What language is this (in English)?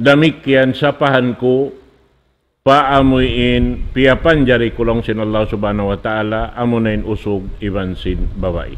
Tausug